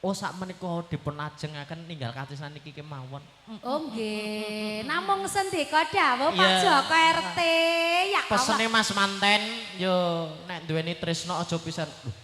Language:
Javanese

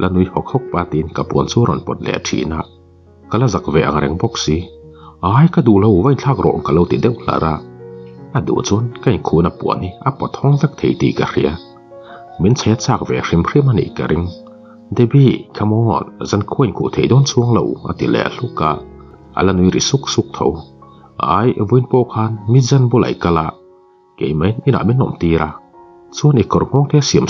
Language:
Mizo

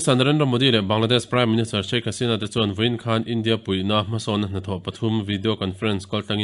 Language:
Mizo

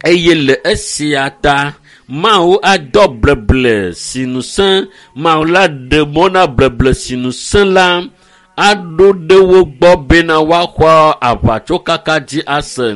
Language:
Ewe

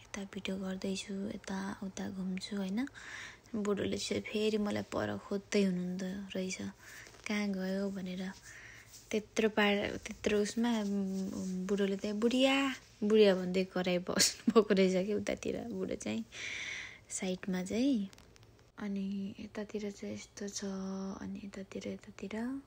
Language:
Nepali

